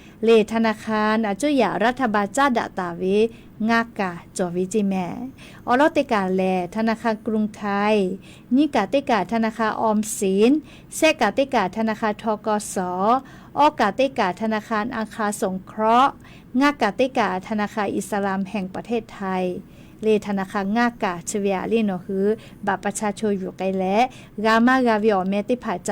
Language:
Lahu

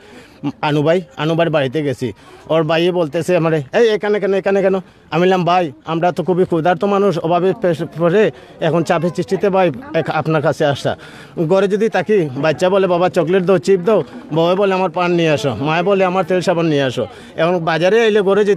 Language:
Sylheti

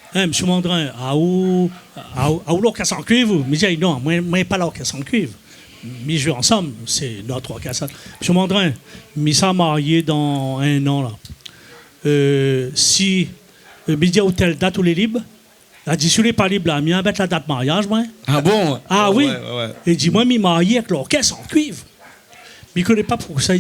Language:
Réunion Creole French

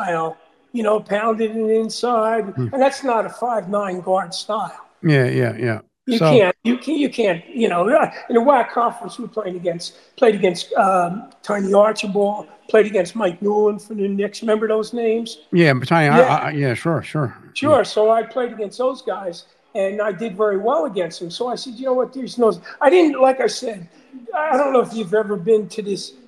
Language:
English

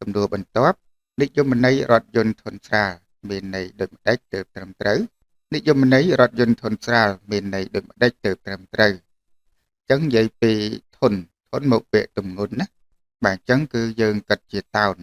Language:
Khmer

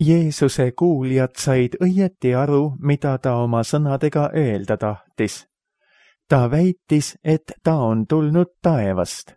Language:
Estonian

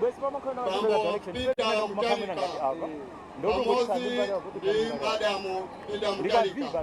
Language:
Nyanja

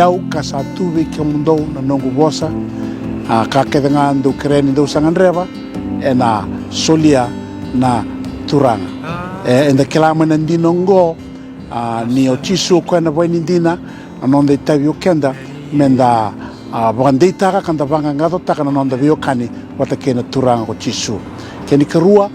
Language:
Fijian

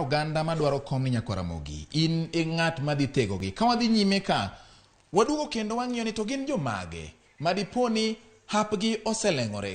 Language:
Luo (Kenya and Tanzania)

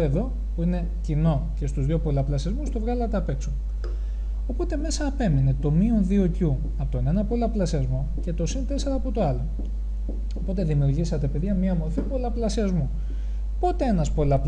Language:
Greek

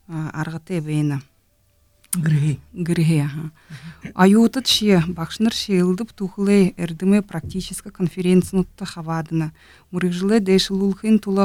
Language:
Buriat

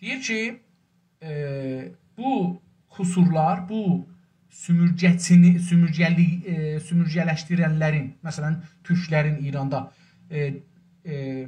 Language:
South Azerbaijani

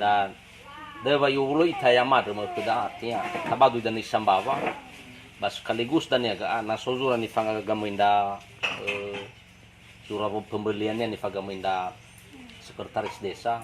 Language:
Nias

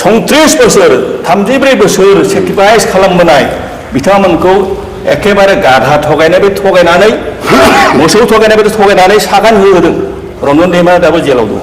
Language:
Bodo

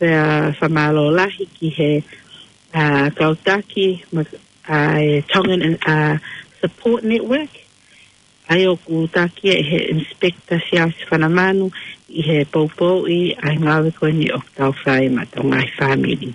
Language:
Tongan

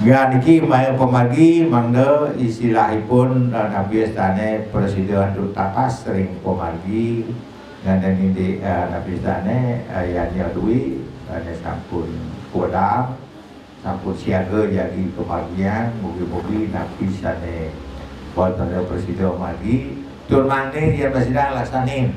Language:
Balinese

